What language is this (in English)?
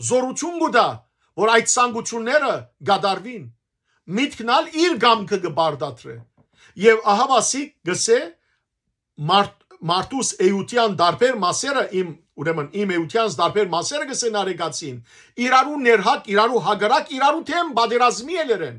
Western Armenian